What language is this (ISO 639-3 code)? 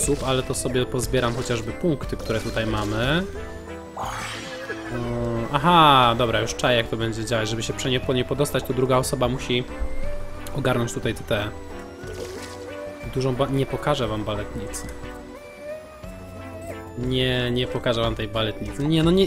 pol